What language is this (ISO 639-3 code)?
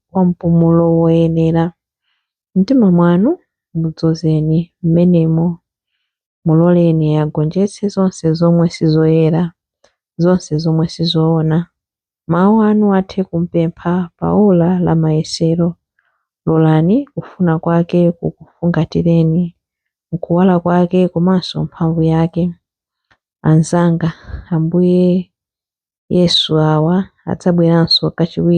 nya